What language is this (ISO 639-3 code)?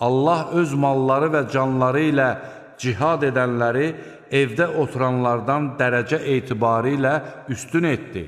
aze